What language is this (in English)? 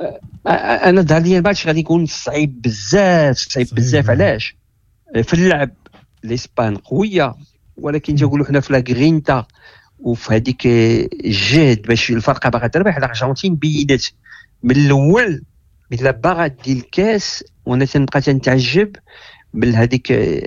Moroccan Arabic